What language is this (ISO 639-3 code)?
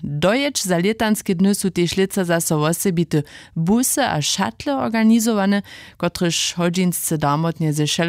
hsb